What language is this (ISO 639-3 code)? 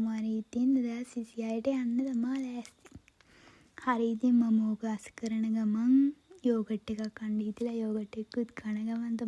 sin